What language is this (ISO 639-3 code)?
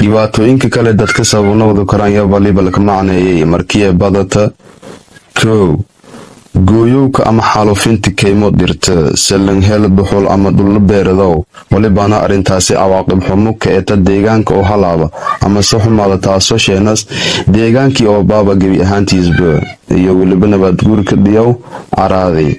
som